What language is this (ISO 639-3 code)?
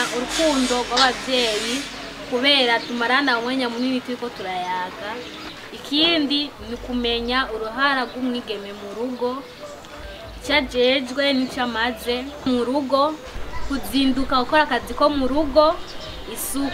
run